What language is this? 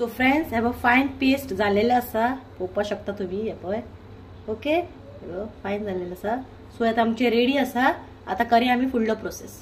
Konkani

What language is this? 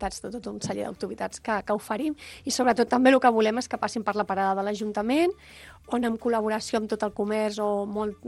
Catalan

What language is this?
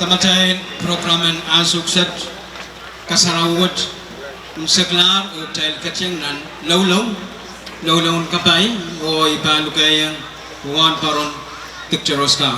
Pohnpeian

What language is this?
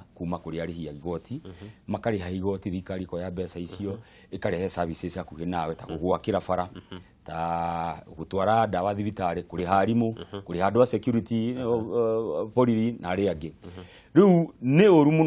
Kikuyu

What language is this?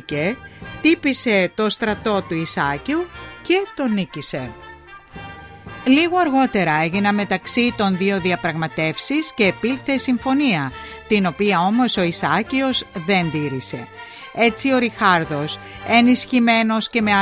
Greek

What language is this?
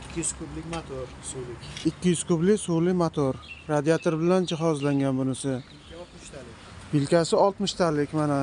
Uzbek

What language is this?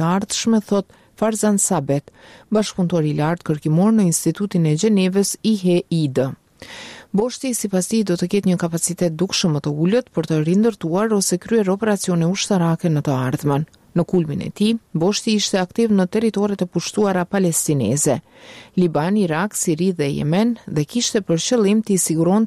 Albanian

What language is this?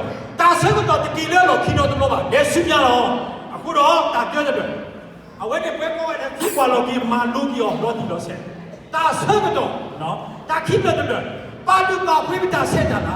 S'gaw Karen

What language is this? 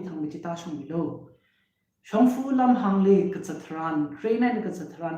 Tangkhul Naga (India)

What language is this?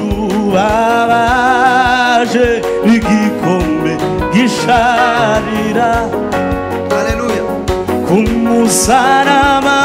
Kinyarwanda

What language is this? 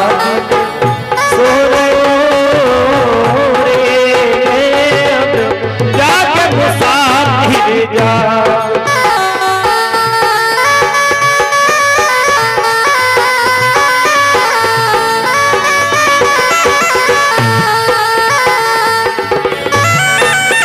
Hindi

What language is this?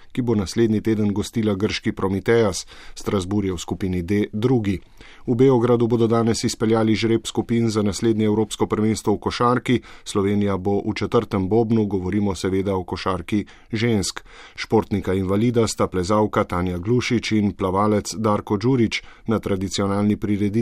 Slovenian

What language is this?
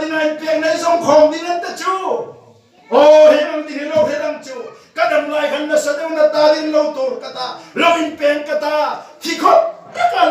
Hmar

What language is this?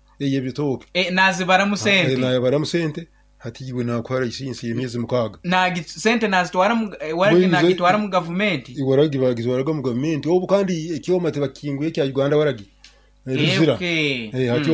Nyoro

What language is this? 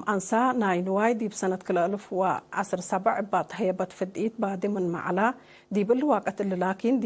Tigre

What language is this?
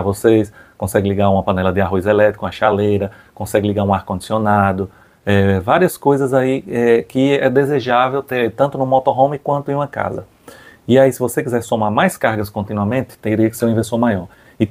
Portuguese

